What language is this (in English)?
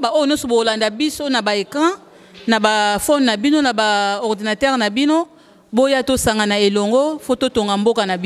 Lingala